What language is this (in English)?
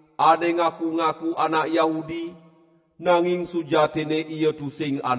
Balinese